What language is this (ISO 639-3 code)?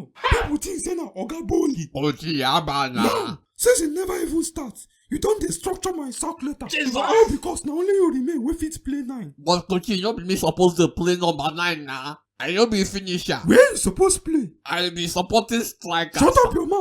pcm